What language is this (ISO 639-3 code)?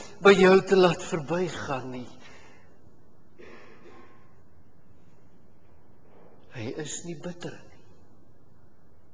afr